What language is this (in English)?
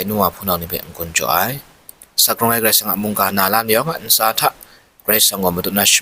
Kachin